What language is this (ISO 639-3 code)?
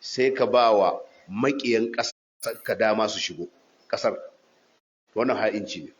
hau